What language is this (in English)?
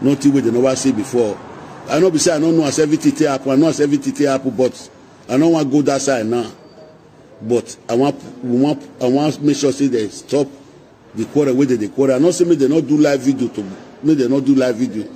Nigerian Pidgin